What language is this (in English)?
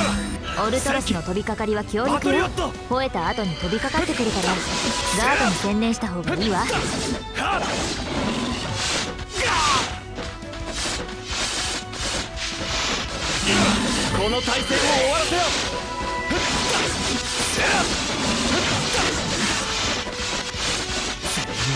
Japanese